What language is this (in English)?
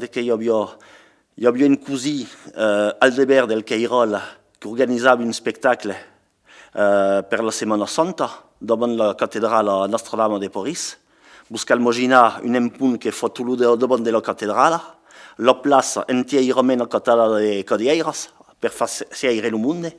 Occitan